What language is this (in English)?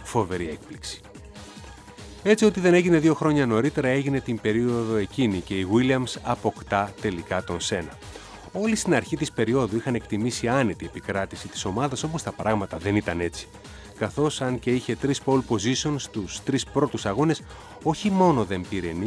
Greek